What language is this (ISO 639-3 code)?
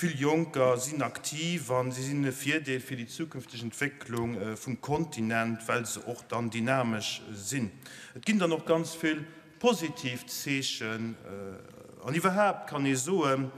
ltz